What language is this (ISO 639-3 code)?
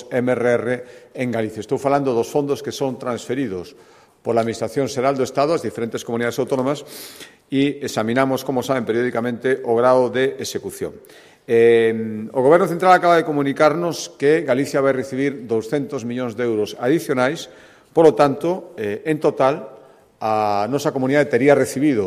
glg